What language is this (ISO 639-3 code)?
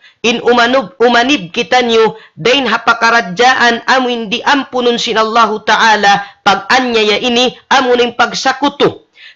tsg